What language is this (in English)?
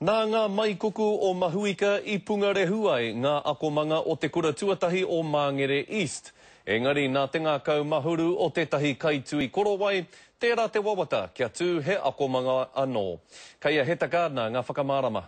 Māori